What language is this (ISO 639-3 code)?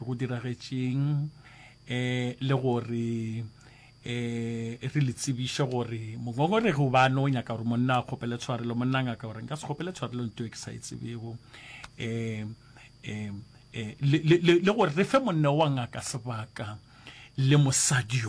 nso